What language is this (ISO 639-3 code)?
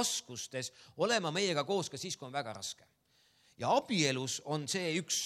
est